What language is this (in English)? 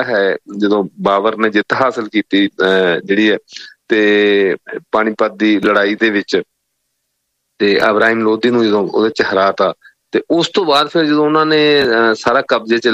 Punjabi